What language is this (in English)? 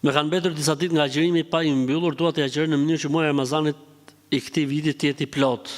Albanian